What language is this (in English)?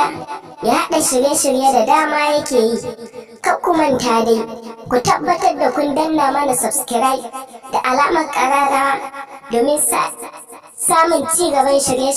Hausa